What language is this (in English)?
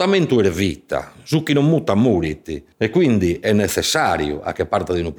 Sardinian